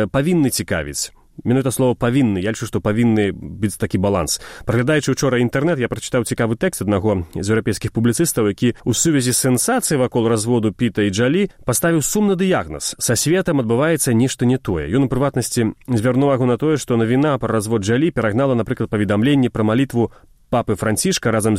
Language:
Belarusian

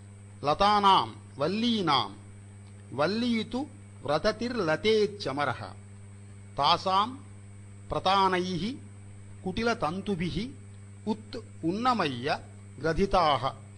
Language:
Sanskrit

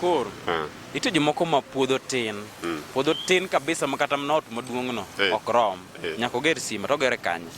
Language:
Luo (Kenya and Tanzania)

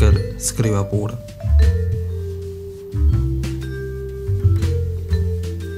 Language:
Italian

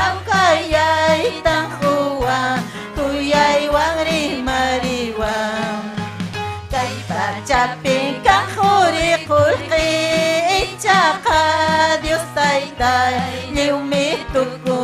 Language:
Ayacucho Quechua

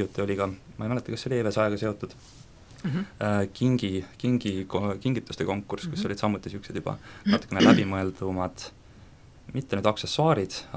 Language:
Estonian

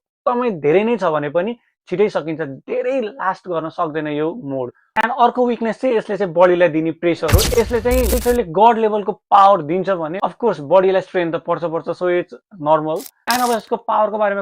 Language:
Nepali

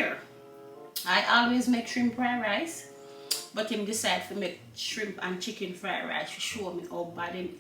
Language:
Jamaican Creole English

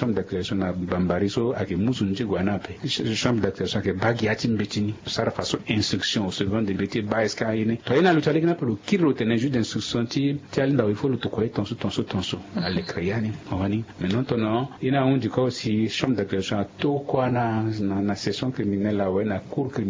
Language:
Sango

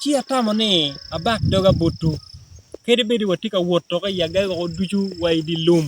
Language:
Acoli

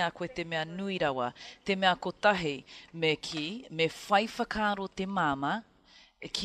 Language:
Māori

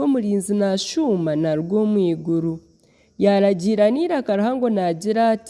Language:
Nyankole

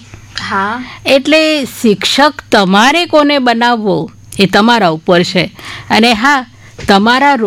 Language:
Gujarati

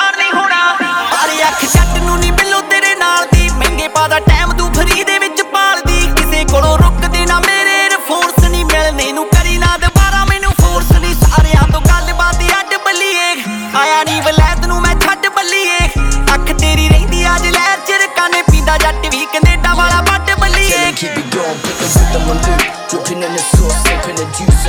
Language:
Punjabi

